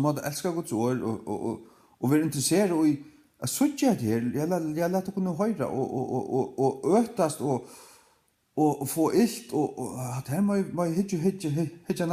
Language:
Faroese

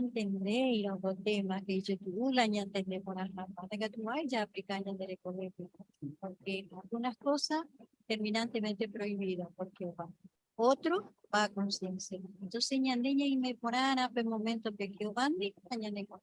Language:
Guarani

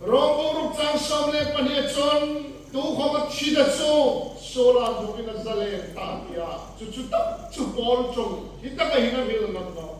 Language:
Hmar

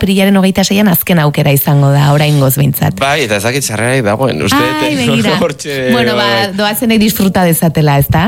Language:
Basque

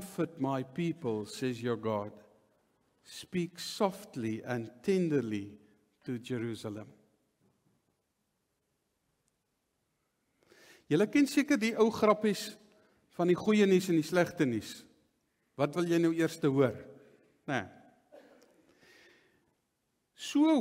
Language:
Afrikaans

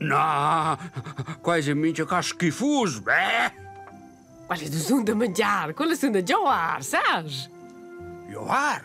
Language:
Romansh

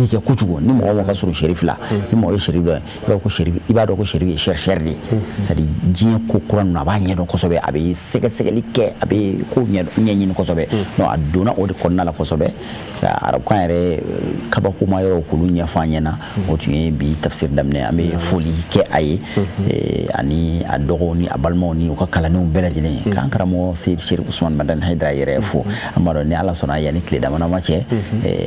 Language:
Bambara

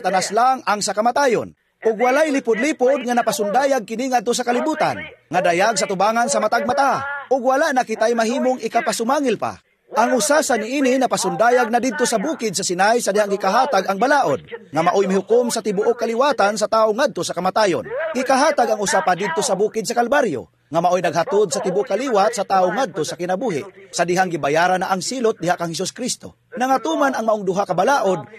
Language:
Cebuano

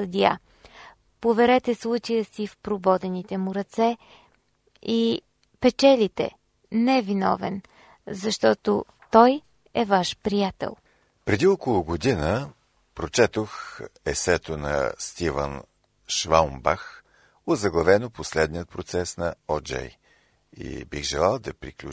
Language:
Bulgarian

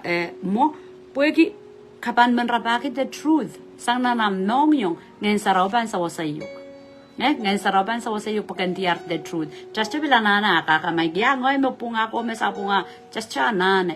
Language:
Pohnpeian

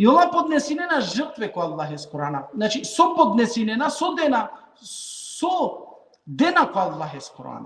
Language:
Balkan Romani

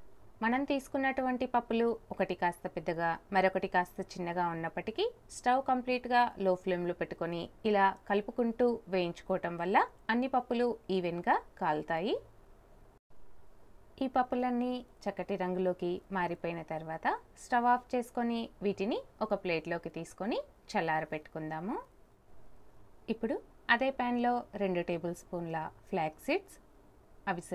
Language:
Telugu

